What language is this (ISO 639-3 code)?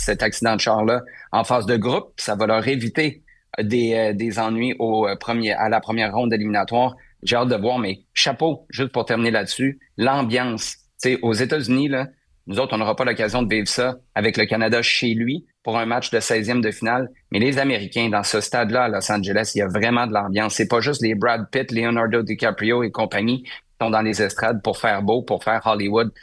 fra